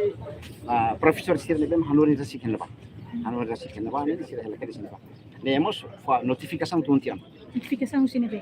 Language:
Tetum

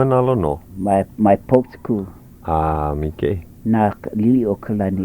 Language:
Hawaiian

